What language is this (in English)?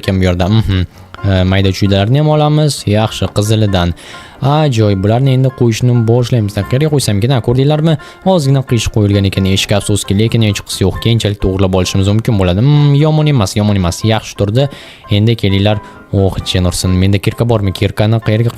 Uzbek